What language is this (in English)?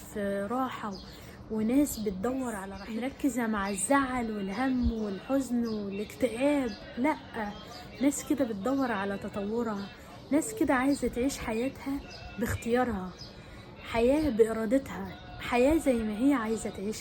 Egyptian Arabic